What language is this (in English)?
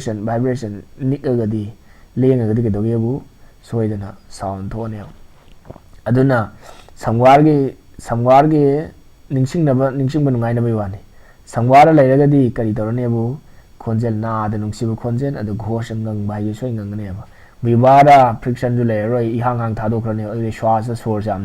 Manipuri